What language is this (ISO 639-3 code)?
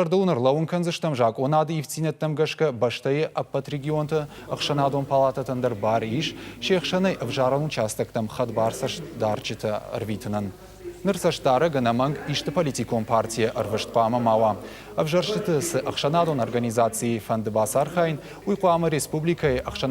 oss